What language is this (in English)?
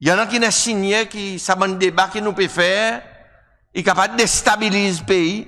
Seselwa Creole French